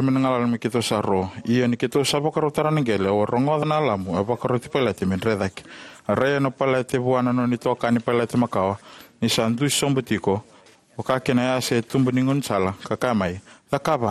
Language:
Fijian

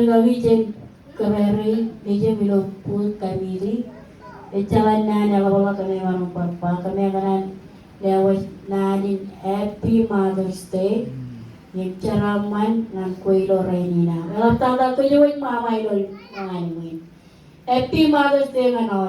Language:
Marshallese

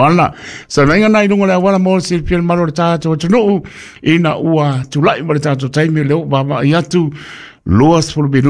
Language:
Samoan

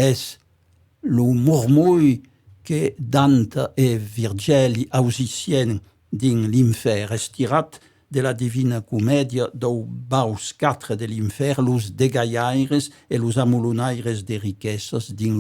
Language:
Occitan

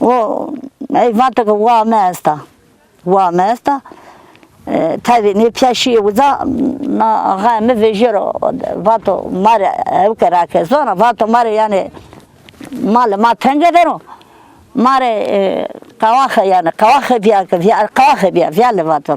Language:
Zaza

